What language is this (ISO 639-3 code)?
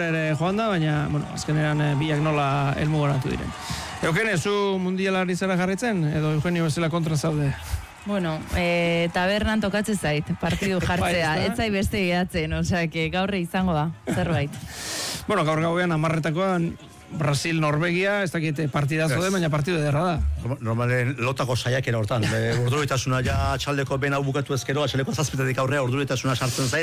eus